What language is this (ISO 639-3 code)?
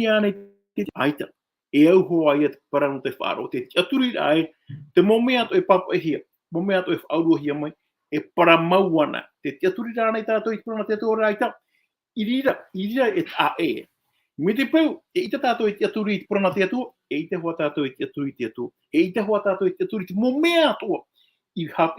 tah